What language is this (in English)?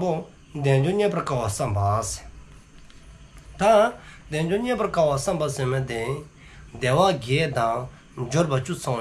Dzongkha